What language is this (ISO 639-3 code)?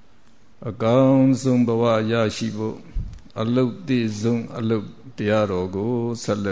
mya